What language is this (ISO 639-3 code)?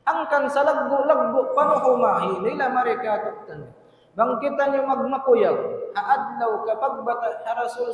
tsg